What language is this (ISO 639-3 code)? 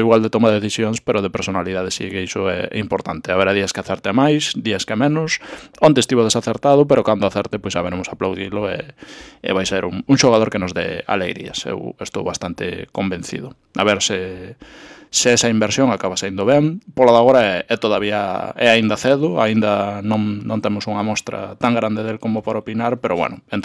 glg